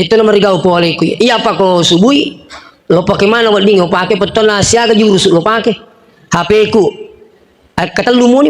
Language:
Buginese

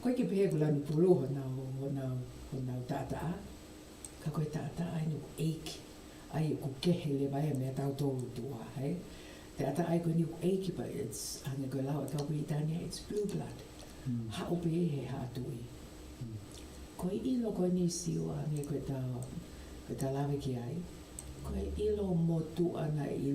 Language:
Tongan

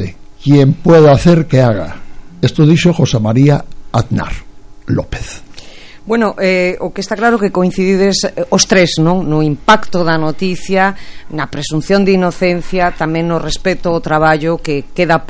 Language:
Galician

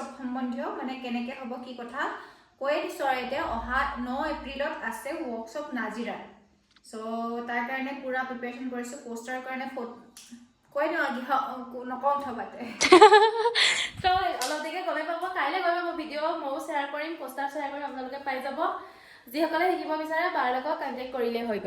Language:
Assamese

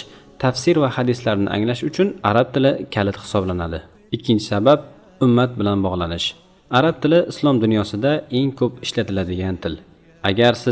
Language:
Uzbek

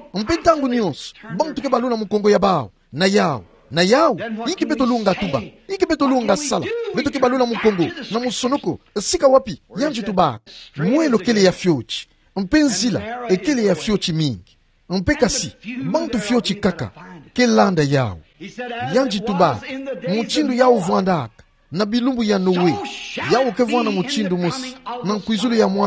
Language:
Kituba (Democratic Republic of Congo)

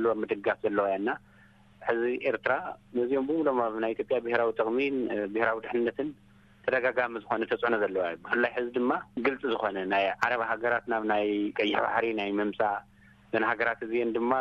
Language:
Tigrinya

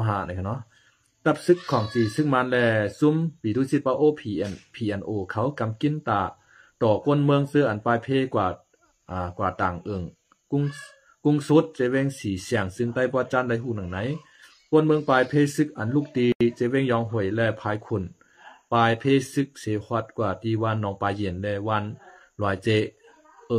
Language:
Shan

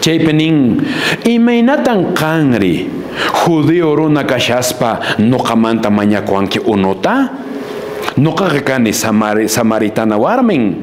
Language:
Quechua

